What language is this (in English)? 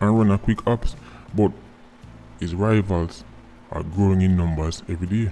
Jamaican Creole English